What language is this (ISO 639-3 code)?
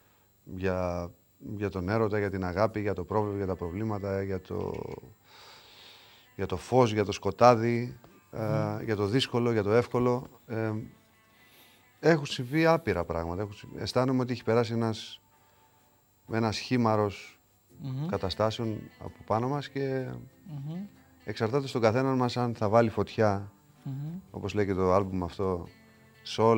ell